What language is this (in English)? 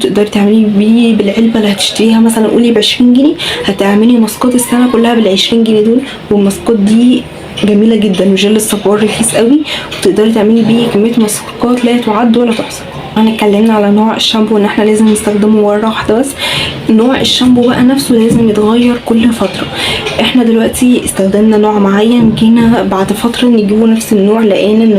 Egyptian Arabic